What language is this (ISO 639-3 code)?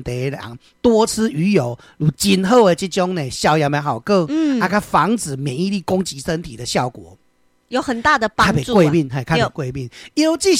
nan